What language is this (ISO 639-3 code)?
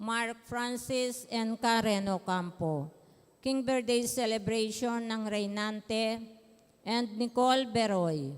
pam